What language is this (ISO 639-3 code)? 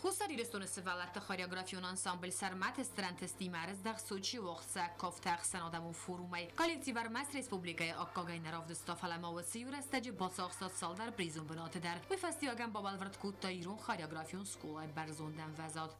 oss